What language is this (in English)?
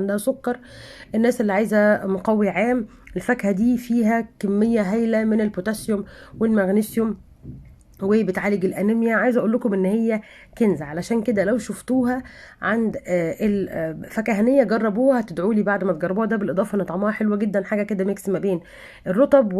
Egyptian Arabic